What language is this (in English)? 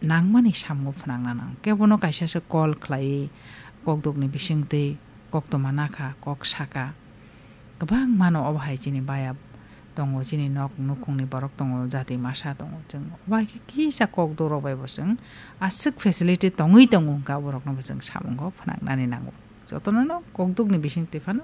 Kok Borok